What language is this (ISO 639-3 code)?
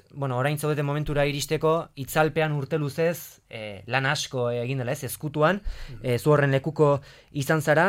eus